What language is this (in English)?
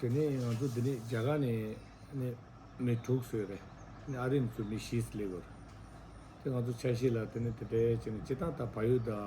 Tibetan